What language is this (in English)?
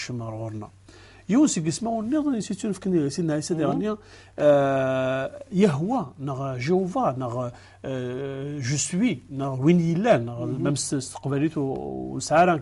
Kabyle